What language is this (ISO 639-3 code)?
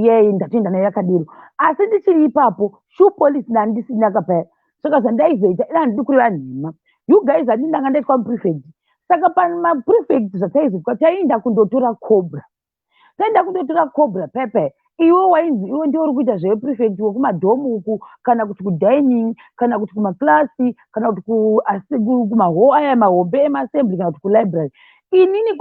sna